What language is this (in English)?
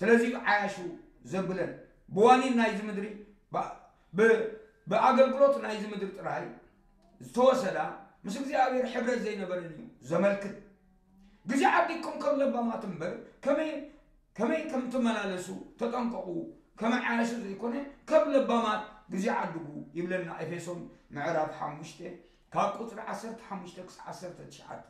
Tigrinya